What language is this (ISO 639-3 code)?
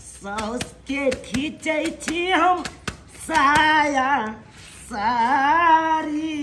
mai